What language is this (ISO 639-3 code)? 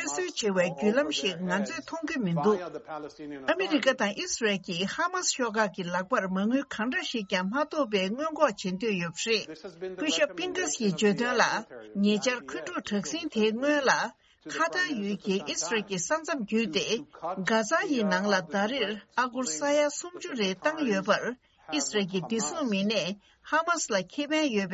bod